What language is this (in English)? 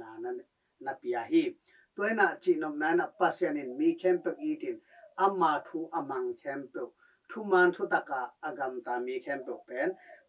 Tedim Chin